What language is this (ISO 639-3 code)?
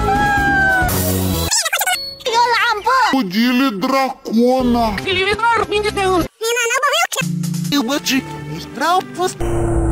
rus